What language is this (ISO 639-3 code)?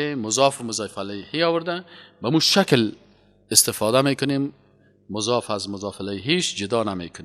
fas